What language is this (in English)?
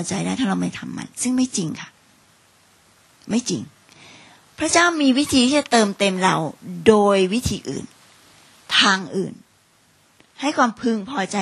Thai